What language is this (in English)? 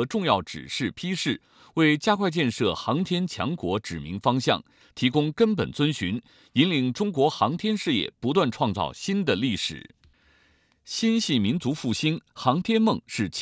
Chinese